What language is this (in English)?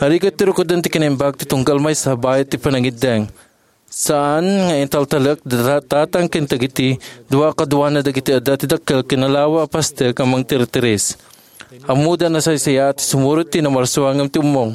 Iloko